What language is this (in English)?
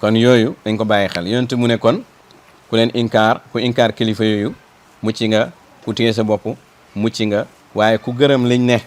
Wolof